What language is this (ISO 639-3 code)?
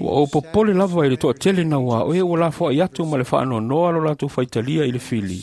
smo